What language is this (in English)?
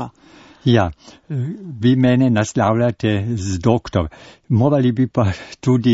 Slovenian